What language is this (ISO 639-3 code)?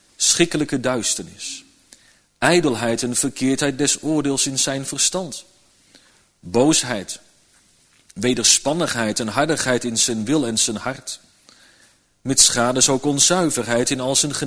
nld